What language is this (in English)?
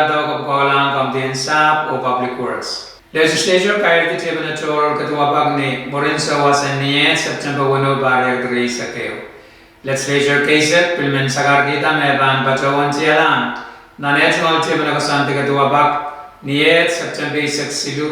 Pohnpeian